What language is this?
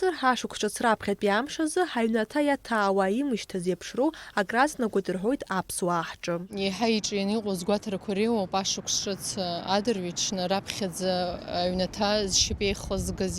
Abkhazian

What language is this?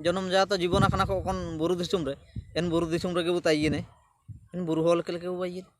Ho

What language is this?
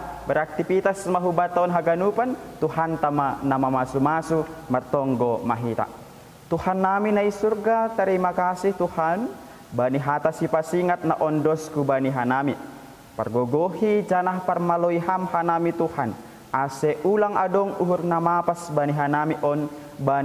Batak Simalungun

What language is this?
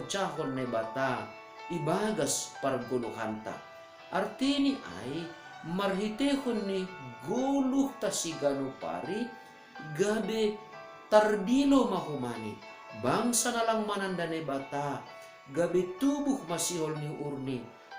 Batak Simalungun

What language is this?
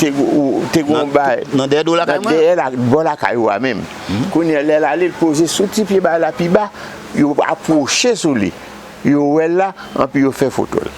Haitian Creole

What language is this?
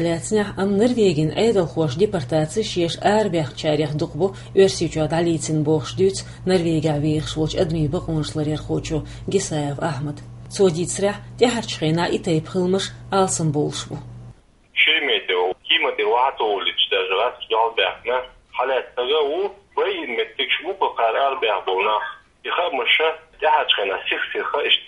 Chechen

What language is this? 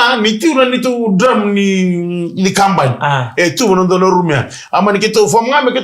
Fijian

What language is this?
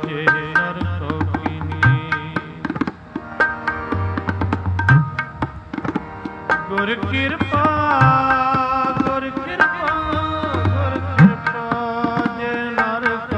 Punjabi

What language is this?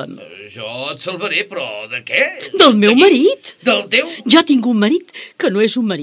Catalan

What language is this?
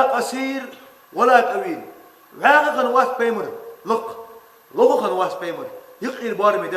Ingush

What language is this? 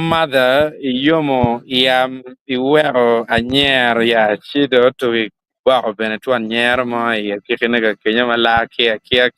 Acoli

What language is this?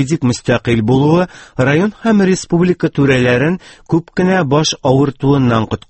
Tatar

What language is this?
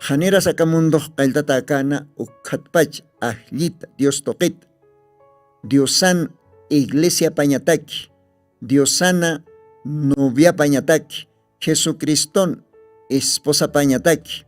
Aymara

